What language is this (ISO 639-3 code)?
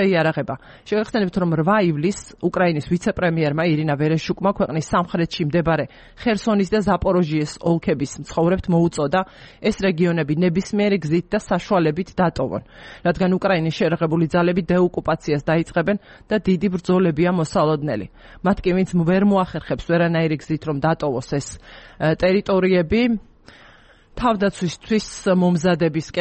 kat